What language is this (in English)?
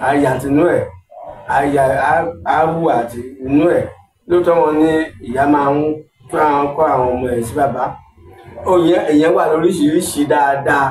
Yoruba